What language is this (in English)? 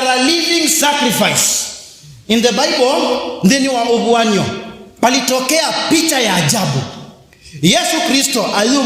Kamba